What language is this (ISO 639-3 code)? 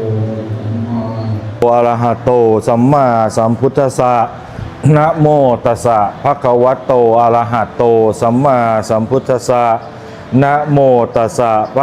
pli